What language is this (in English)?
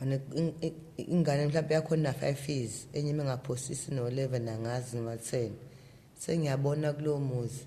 Zulu